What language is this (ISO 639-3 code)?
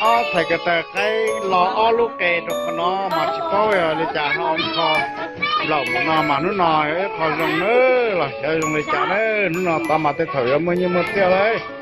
hmn